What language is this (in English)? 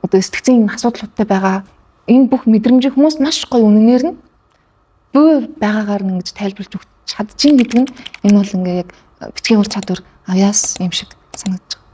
Mongolian